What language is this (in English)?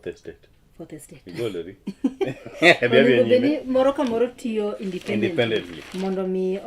Luo (Kenya and Tanzania)